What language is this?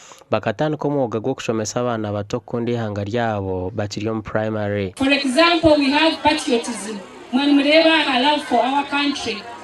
Nyankole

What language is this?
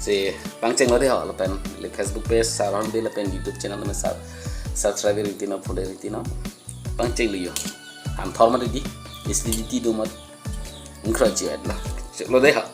Karbi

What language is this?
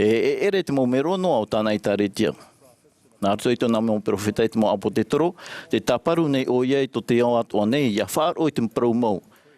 Tahitian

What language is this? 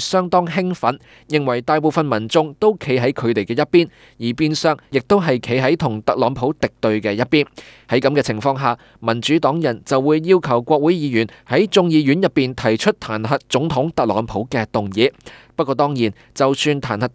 Cantonese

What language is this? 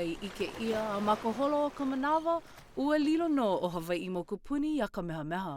Hawaiian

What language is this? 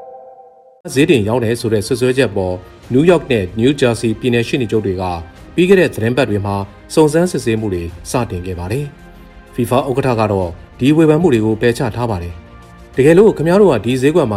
Burmese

